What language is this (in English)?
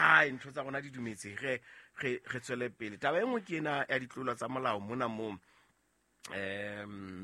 Southern Sotho